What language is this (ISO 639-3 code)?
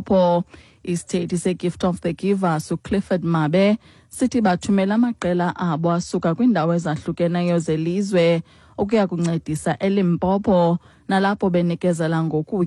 xho